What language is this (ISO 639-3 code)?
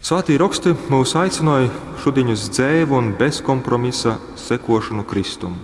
ltg